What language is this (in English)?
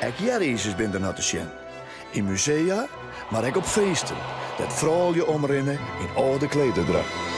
Western Frisian